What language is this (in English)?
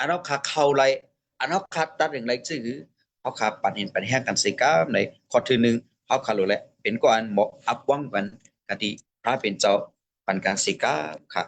Shan